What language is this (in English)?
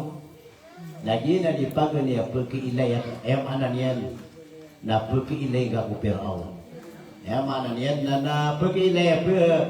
Maranao